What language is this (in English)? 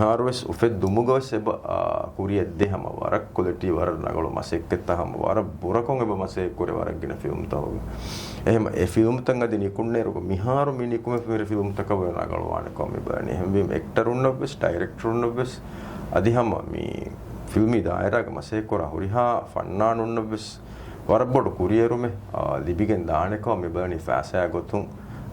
Divehi